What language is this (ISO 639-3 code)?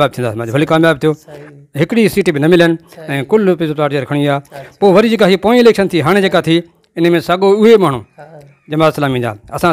snd